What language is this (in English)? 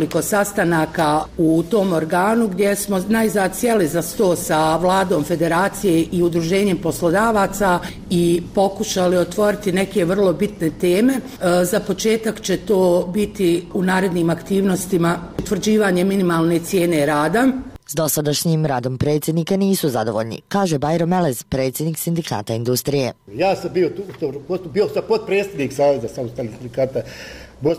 Bosnian